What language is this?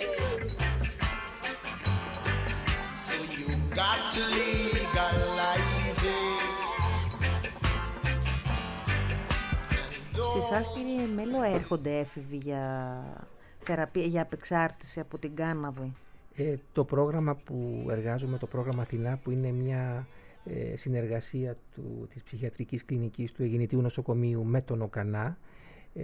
Greek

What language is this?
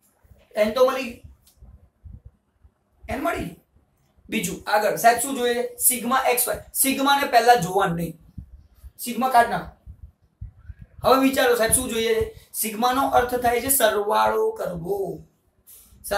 Gujarati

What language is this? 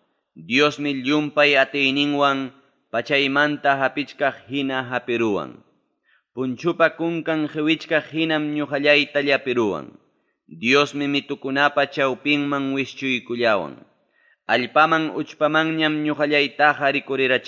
Ayacucho Quechua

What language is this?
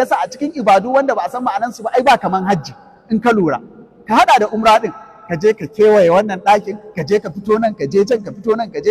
Hausa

